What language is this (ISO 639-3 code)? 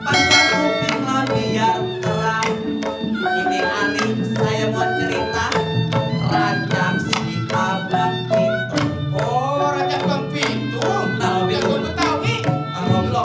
bew